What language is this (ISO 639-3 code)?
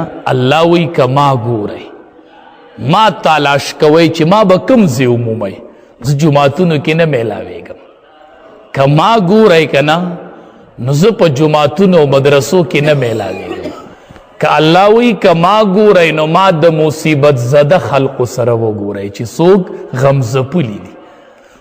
pus